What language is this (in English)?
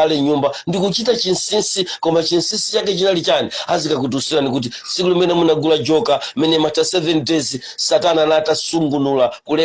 Nyanja